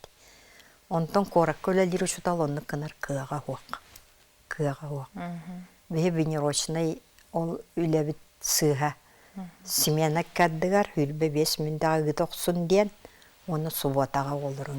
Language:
Yakut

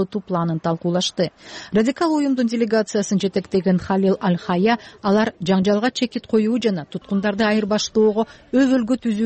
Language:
Kyrgyz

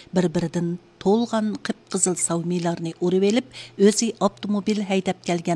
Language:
Uyghur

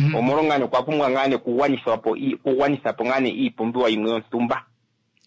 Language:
Kuanyama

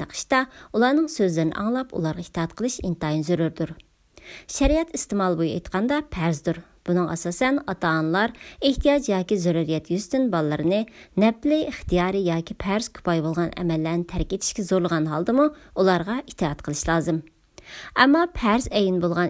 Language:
Uyghur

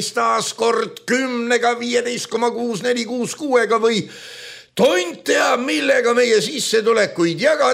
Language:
Estonian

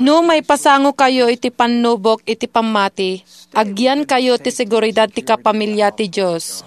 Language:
Iloko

